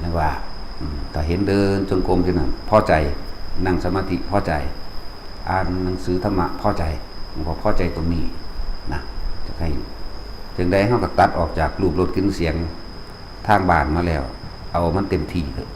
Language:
Lao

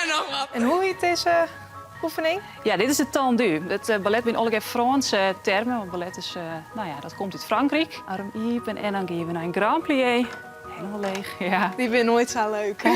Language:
Western Frisian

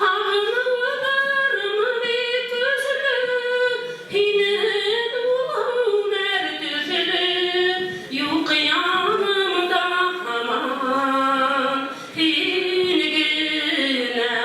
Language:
Bashkir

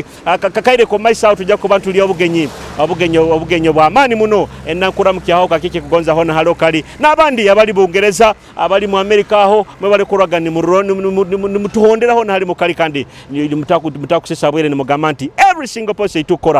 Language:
Nyoro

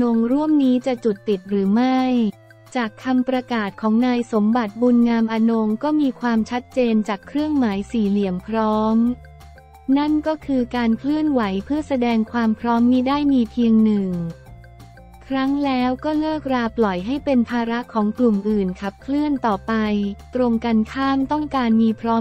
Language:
Thai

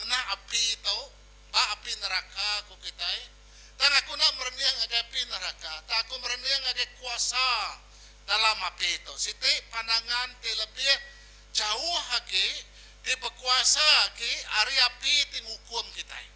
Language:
Iban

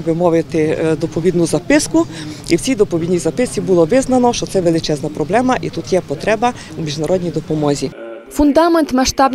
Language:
Ukrainian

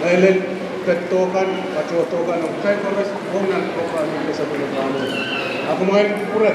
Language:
Pohnpeian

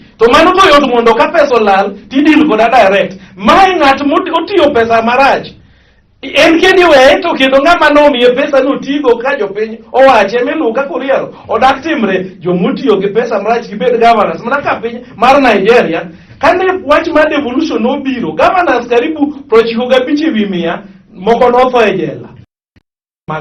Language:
Luo (Kenya and Tanzania)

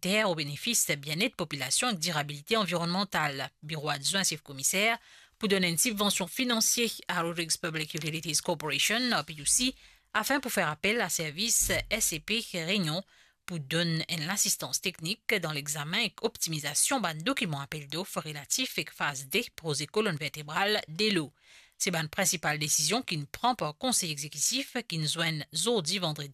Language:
Morisyen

